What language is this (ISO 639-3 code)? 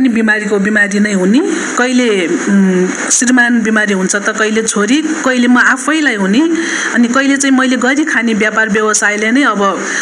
nep